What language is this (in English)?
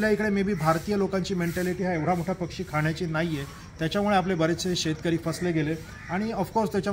Marathi